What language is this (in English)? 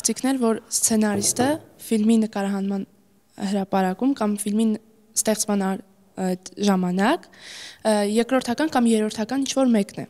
Armenian